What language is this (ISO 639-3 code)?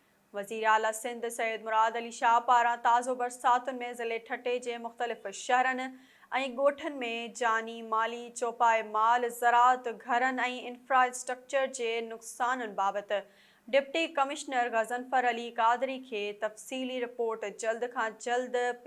snd